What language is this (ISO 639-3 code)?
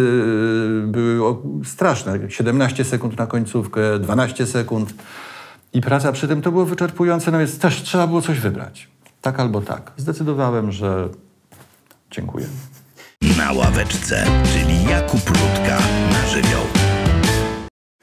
pol